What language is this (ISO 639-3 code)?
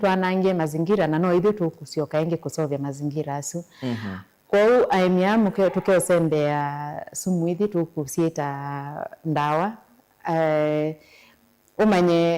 kam